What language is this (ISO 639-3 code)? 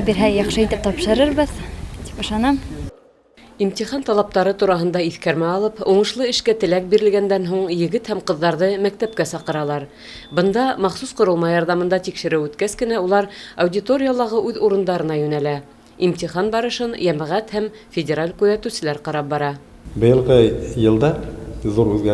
bak